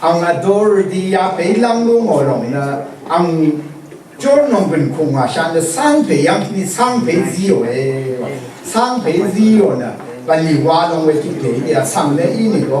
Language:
Rawang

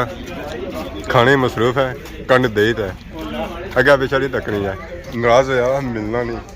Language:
Pahari-Potwari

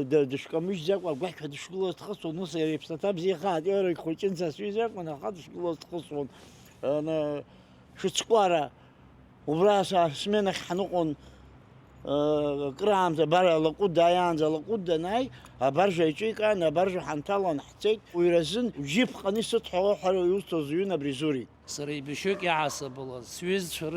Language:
Abkhazian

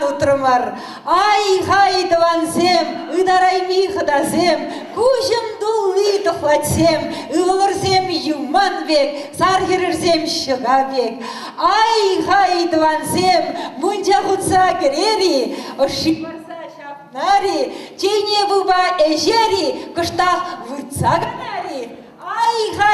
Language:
Chuvash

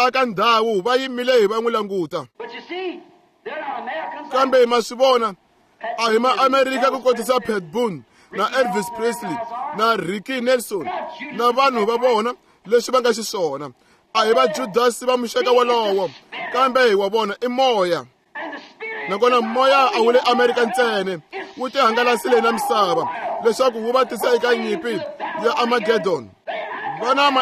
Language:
Tsonga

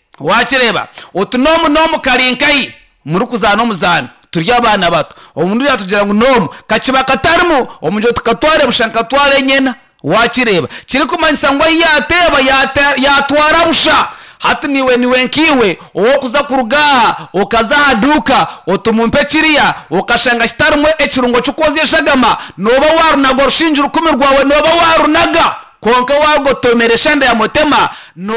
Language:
Nyankole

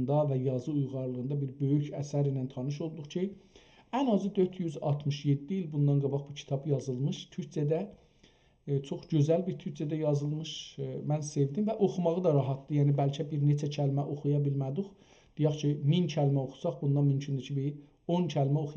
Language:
South Azerbaijani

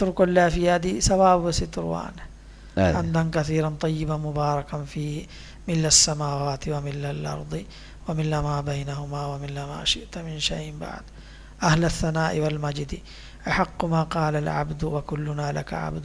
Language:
Divehi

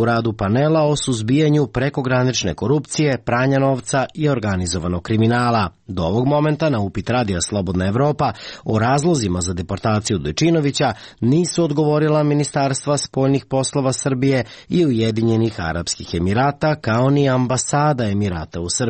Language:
Serbian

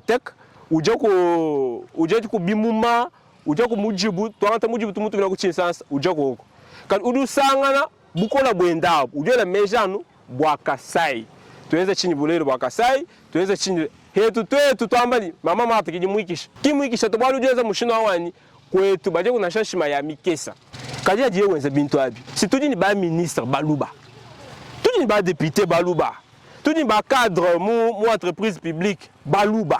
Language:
Luba-Lulua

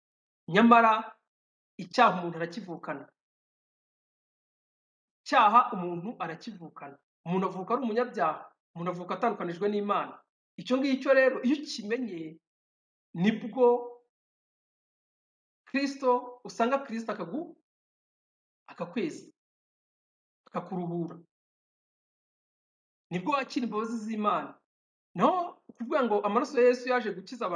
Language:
Kinyarwanda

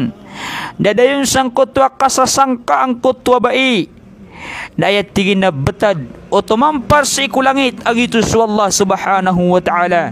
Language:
Maranao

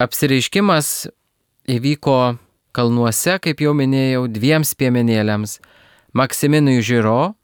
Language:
Lithuanian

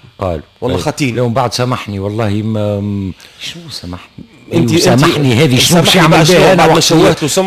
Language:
Tunisian Arabic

